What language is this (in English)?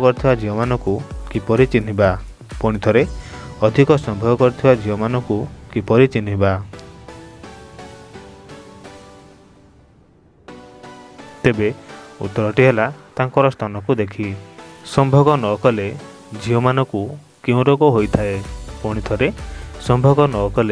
Odia